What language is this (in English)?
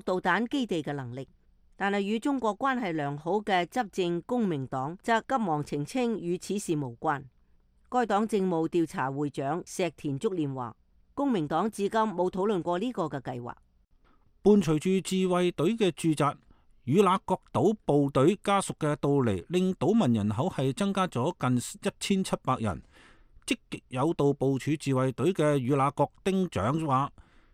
Cantonese